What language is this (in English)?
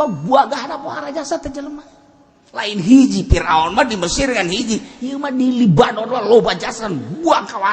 Sundanese